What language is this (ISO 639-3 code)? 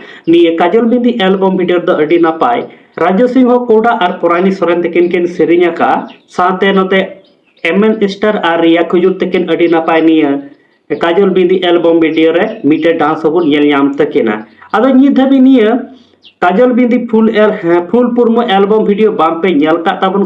sat